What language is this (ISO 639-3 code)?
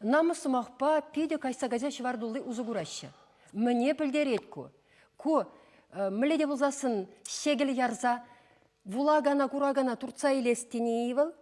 chv